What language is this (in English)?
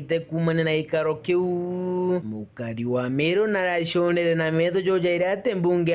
Meru